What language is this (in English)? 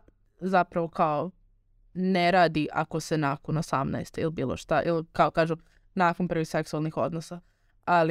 Serbian